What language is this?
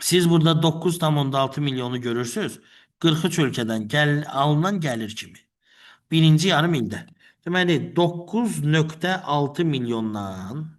Azerbaijani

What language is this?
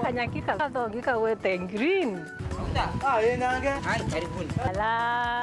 Meru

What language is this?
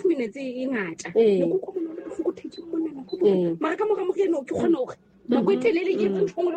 Southern Sotho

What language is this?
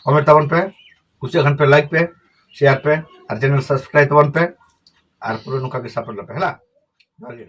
Santali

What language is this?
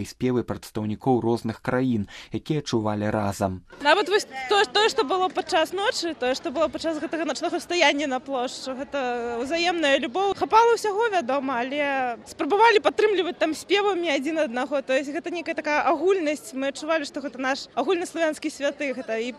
Belarusian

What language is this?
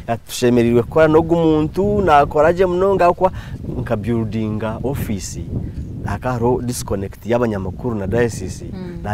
Nyankole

